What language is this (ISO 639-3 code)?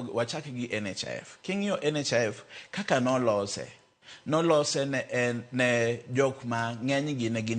luo